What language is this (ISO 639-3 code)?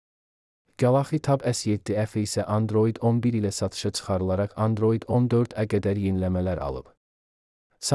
aze